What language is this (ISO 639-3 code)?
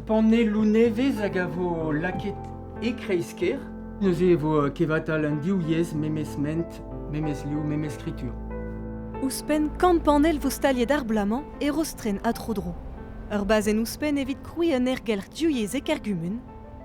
bre